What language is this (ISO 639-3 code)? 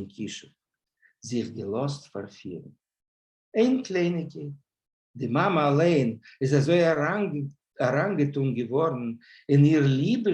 yid